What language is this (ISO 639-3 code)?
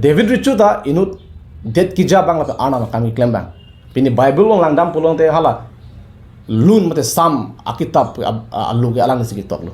mjw